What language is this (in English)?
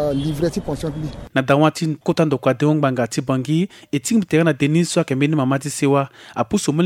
Sango